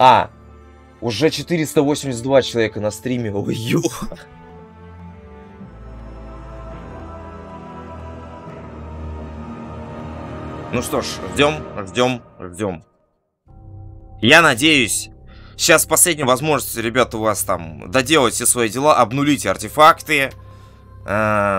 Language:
Russian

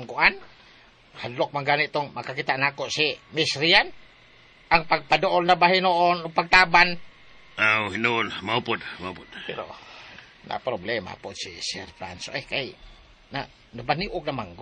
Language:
Cebuano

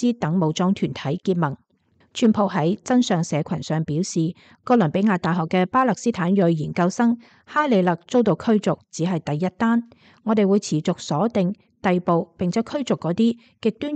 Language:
Cantonese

